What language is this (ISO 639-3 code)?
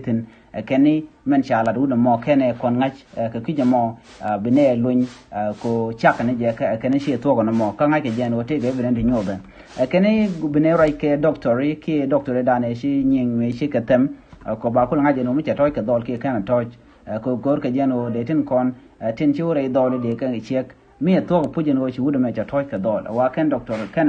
nus